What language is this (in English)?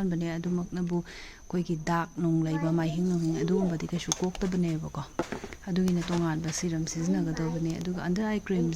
Manipuri